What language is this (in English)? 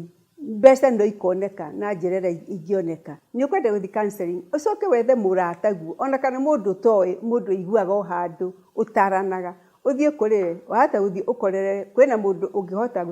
Kikuyu